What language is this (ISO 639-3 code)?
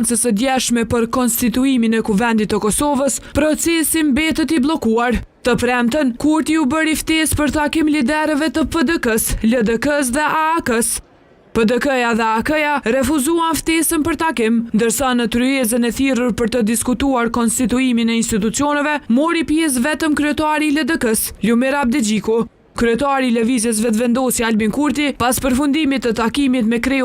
sqi